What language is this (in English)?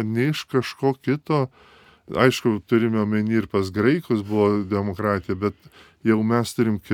Lithuanian